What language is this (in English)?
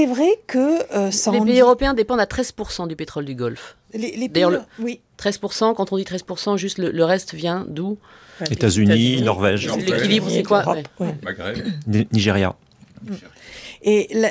French